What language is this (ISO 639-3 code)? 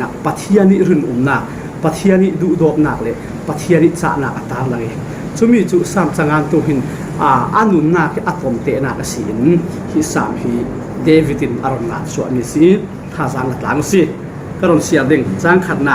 cfm